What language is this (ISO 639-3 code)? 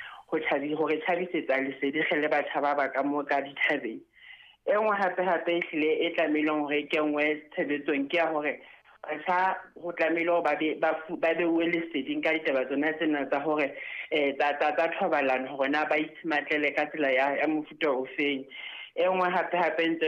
sot